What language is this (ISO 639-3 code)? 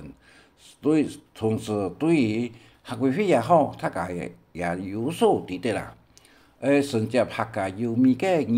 hak